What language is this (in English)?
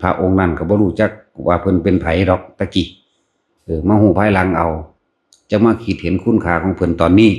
Northeastern Thai